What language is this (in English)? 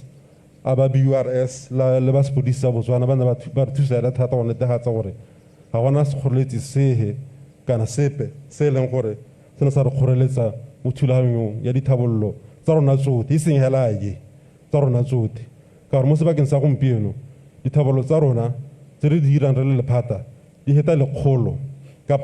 Tswana